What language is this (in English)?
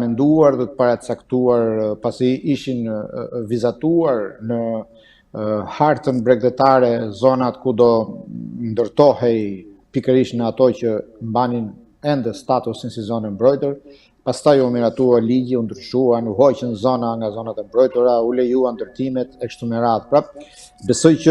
Albanian